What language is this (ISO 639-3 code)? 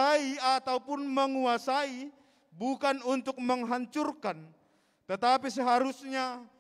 bts